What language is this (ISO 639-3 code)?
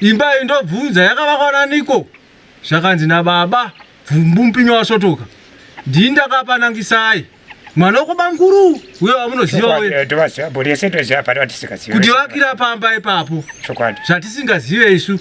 sna